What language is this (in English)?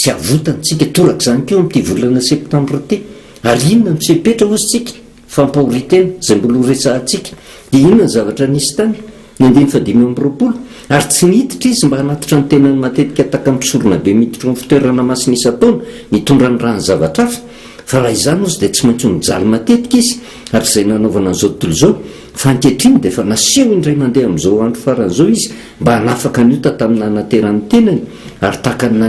Malagasy